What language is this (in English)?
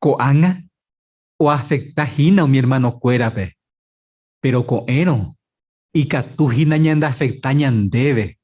Guarani